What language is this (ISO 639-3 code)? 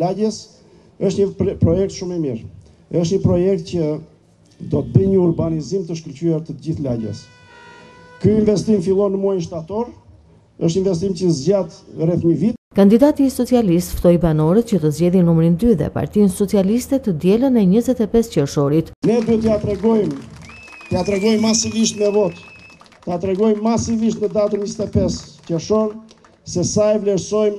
sqi